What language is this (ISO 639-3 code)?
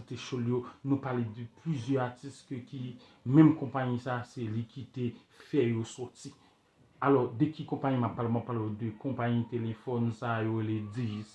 hat